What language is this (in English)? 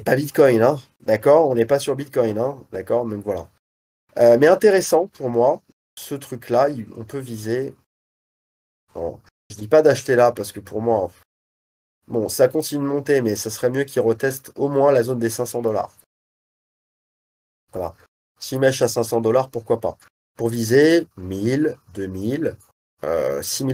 French